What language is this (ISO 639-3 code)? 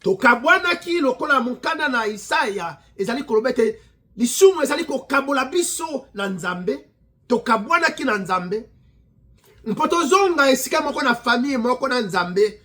lin